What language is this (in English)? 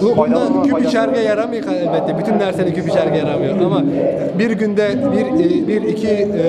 Tatar